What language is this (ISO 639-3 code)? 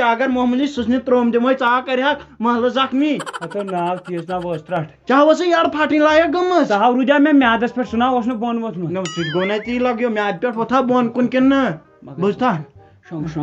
kas